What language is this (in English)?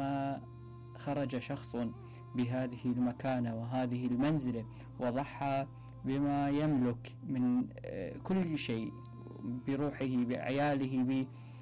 Mesopotamian Arabic